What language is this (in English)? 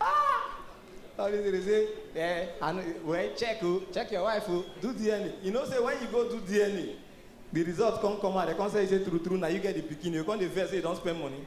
Nigerian Pidgin